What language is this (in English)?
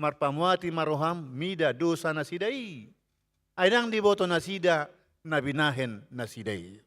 Batak Toba